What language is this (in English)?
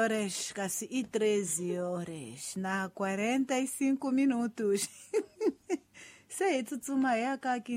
Tsonga